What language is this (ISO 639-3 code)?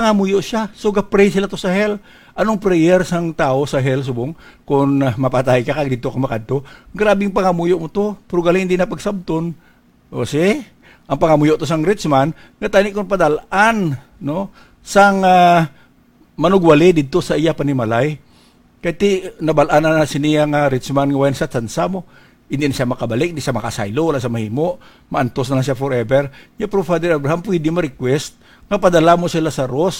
hil